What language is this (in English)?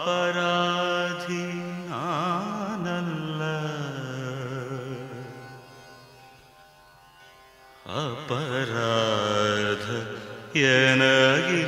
Kannada